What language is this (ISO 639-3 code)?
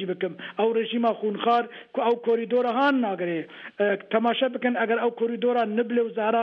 kur